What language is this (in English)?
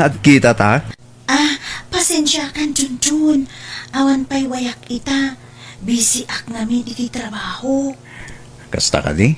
Iloko